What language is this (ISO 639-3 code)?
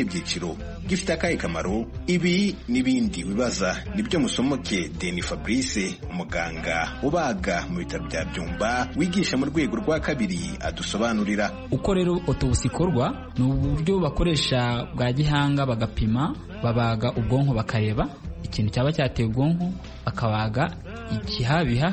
kin